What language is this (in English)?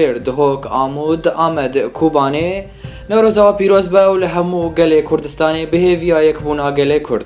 Kurdish